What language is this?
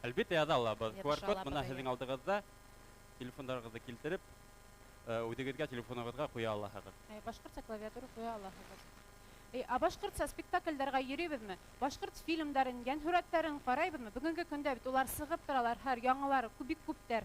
Bashkir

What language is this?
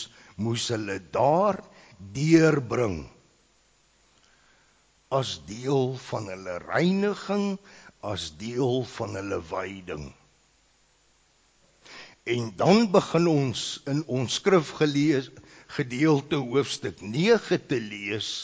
Afrikaans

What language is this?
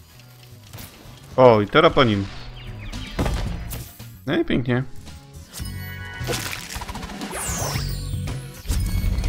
Polish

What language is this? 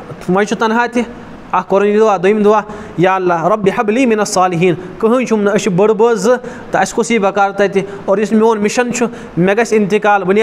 Kashmiri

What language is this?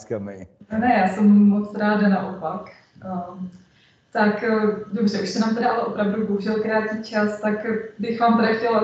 Czech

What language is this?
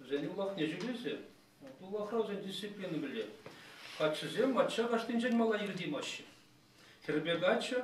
Chuvash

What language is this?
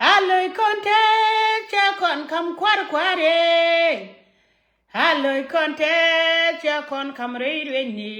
Nuer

